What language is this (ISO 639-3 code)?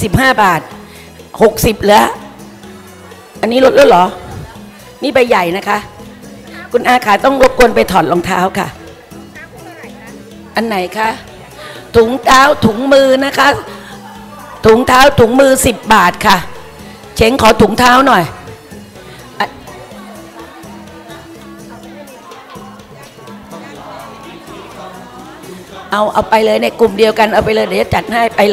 tha